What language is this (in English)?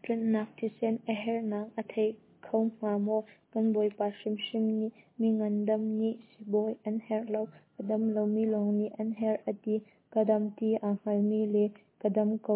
Hakha Chin